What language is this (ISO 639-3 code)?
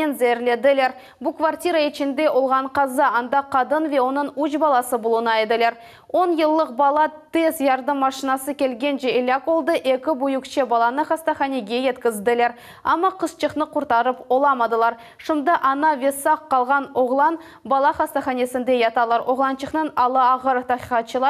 crh